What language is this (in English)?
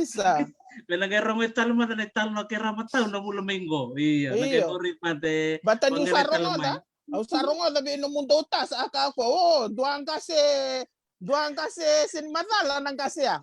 Fijian